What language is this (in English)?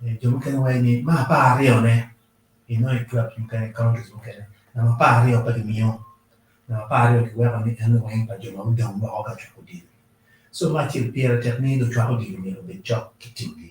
Acoli